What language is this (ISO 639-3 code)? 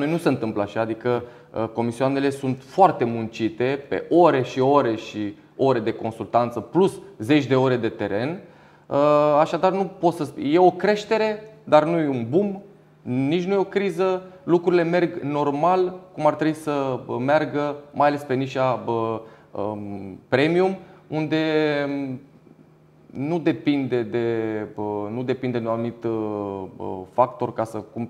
ron